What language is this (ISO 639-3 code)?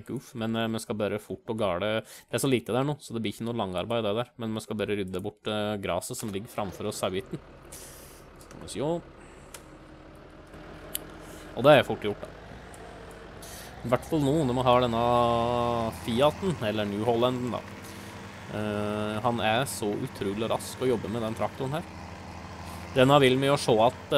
nor